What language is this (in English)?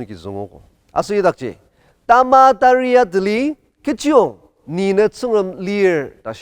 Ao Naga